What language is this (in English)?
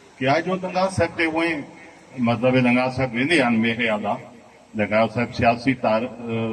Saraiki